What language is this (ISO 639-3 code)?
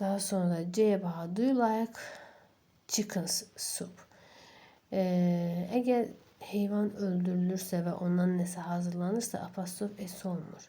aze